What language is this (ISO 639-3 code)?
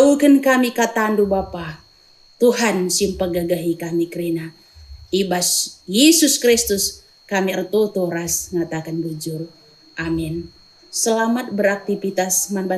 btx